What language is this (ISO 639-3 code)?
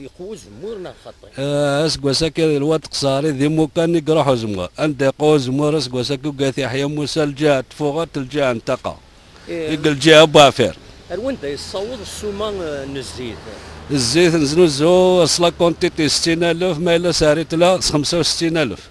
kab